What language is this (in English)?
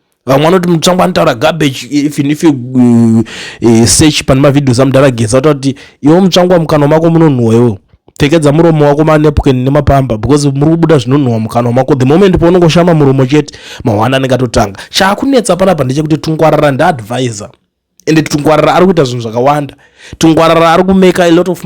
Shona